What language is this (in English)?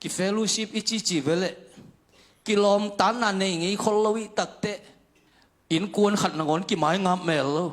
Tedim Chin